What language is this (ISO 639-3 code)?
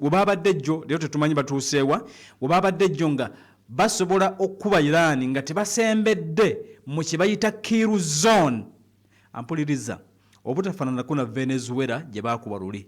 lug